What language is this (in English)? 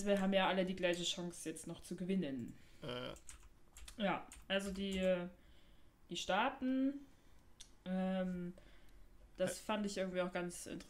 German